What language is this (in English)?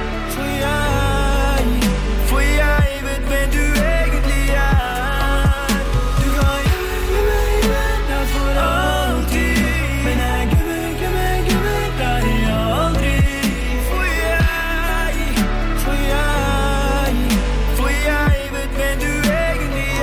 Norwegian